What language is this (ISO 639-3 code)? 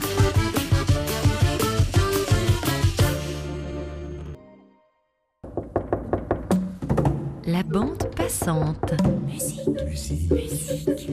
fra